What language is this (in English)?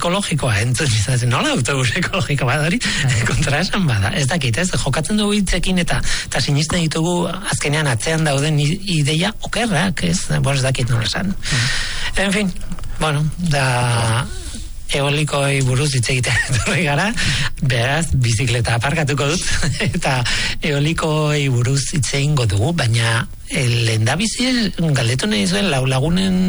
Basque